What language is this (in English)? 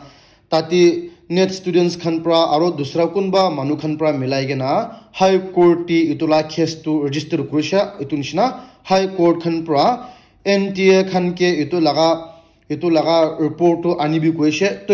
Naga Pidgin